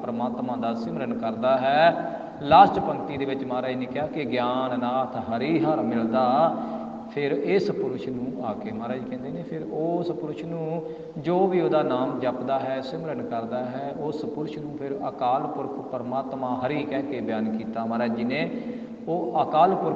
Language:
Punjabi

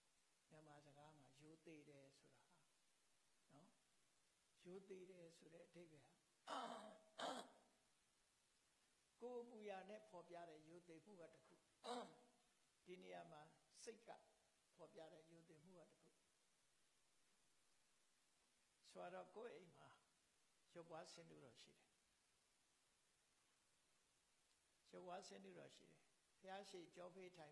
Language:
Burmese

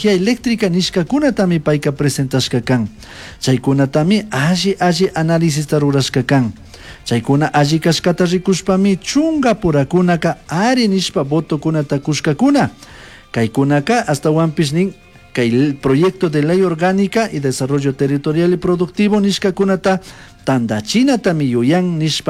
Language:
Chimborazo Highland Quichua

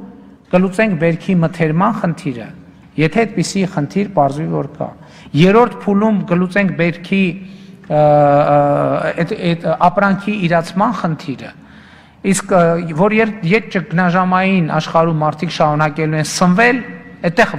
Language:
Armenian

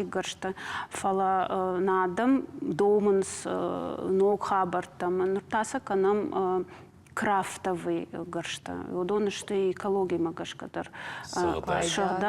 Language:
Ossetic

